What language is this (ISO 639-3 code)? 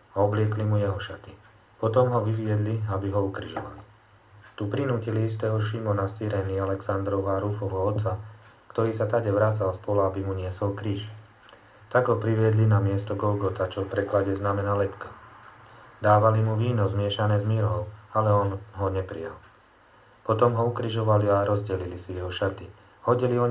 slk